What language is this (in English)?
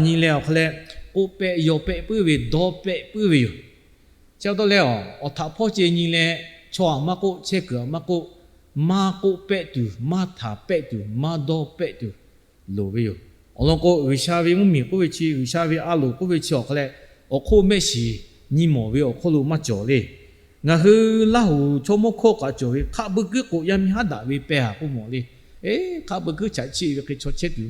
Lahu